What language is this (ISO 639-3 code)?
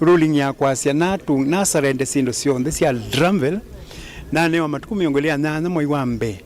kam